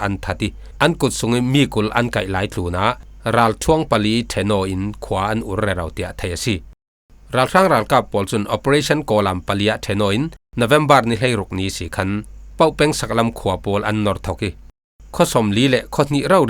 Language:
Falam Chin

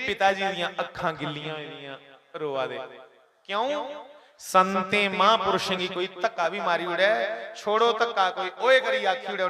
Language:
Dogri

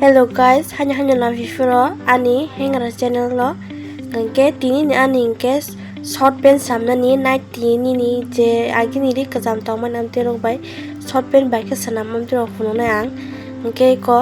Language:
Kok Borok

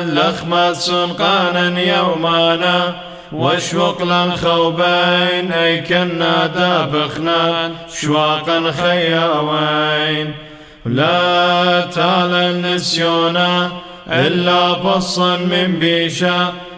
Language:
Classical Syriac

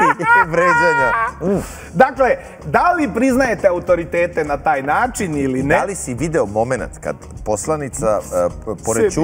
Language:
Serbian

